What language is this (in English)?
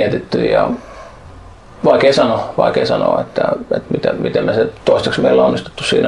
Finnish